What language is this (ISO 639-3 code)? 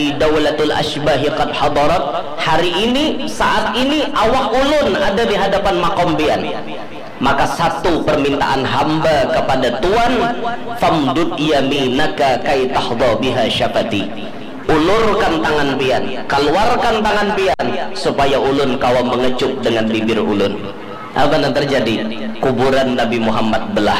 bjn